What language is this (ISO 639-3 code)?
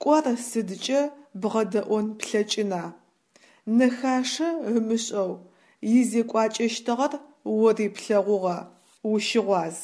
ady